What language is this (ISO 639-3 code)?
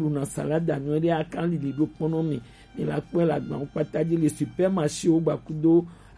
gej